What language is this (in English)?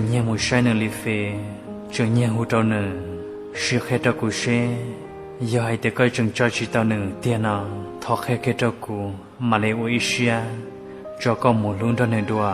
Hmong